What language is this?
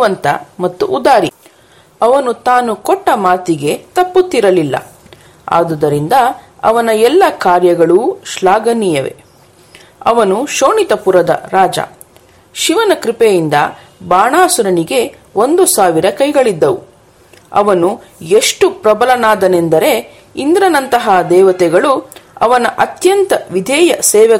Kannada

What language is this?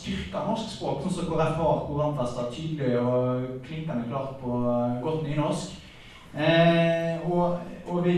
Norwegian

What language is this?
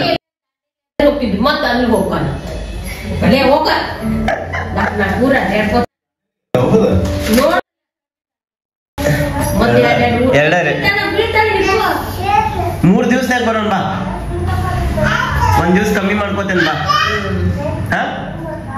Kannada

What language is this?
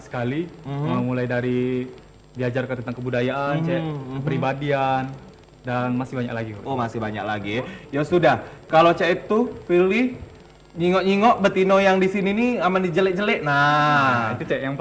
Musi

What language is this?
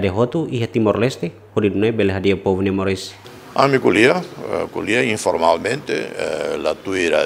Tetum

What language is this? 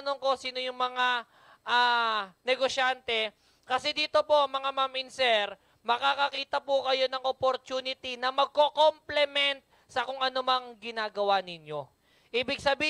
Filipino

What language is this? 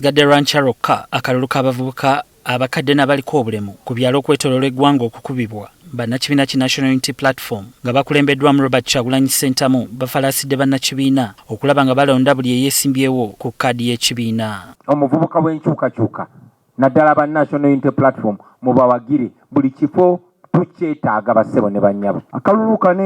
Ganda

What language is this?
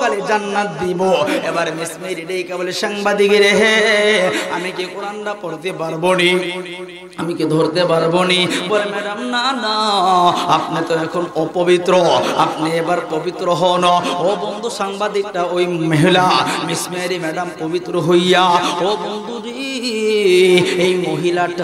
Bangla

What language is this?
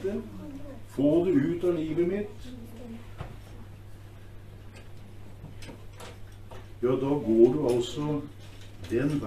Norwegian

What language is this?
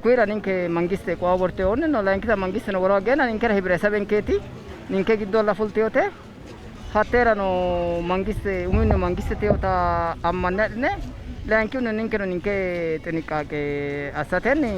Sidamo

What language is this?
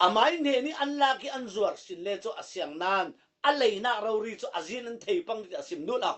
Falam Chin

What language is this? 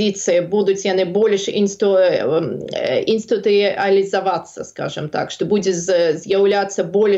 Belarusian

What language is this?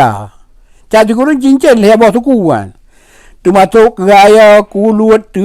Achinese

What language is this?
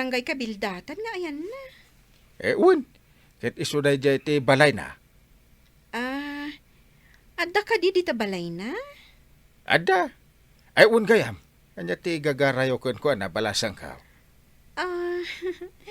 Iloko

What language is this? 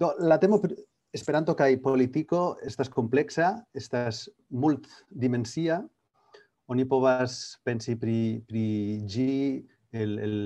Esperanto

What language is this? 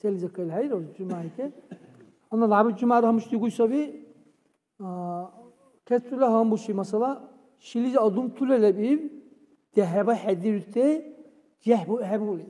Dargwa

